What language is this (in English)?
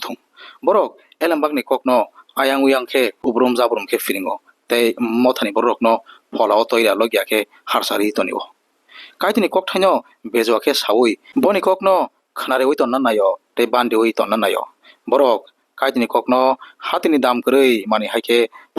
Kok Borok